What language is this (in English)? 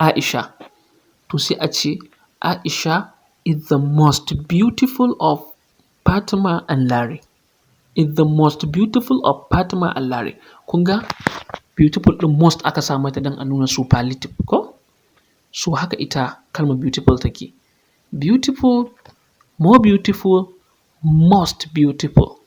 Hausa